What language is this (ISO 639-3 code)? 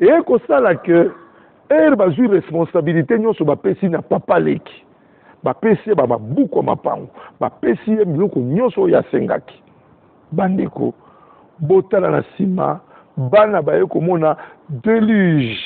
lin